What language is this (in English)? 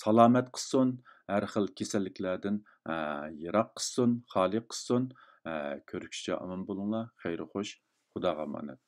Uyghur